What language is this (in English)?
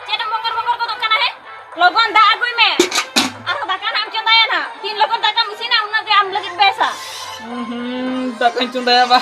Santali